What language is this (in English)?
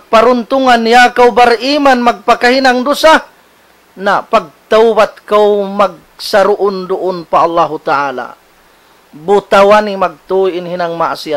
Tausug